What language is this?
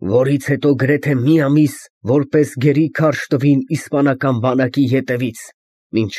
Armenian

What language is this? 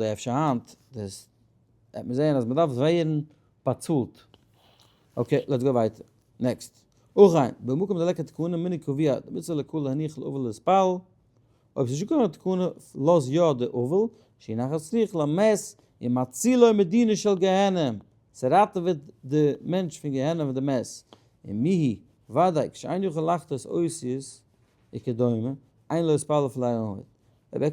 Yiddish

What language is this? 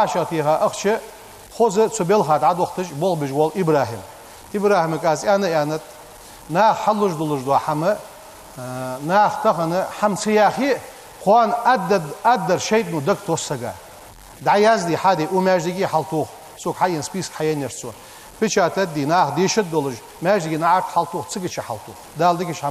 Ingush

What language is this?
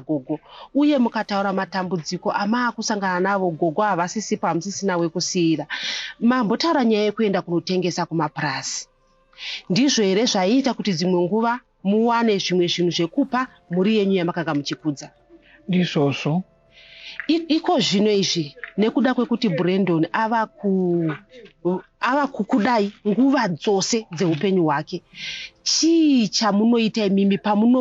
Shona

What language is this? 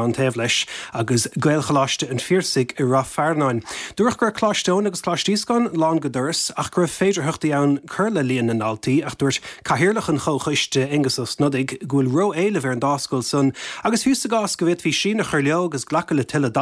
Irish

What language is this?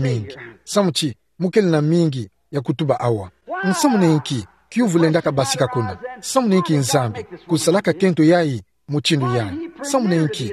Kituba (Democratic Republic of Congo)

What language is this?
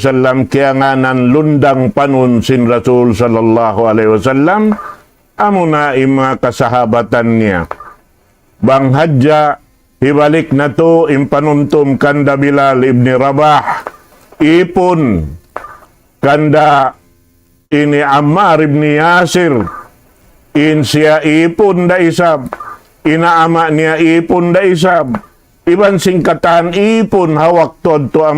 Tausug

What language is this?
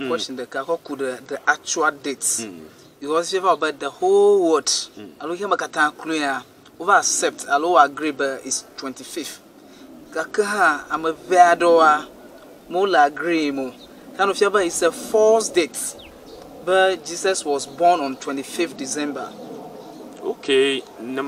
Ewe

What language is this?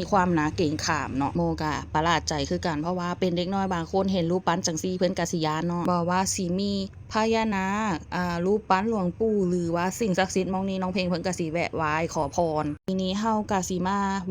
Lao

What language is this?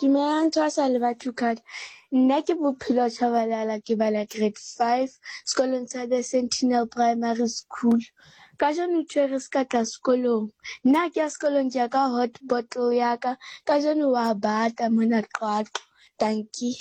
Southern Sotho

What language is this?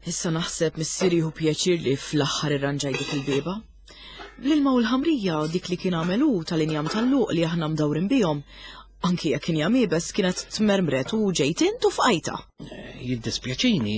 Maltese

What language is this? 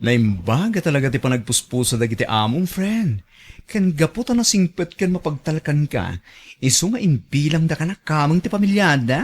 Iloko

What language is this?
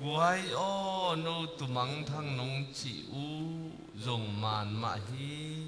Tedim Chin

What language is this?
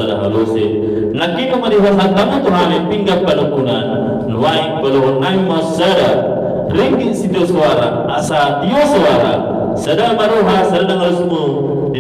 Batak Toba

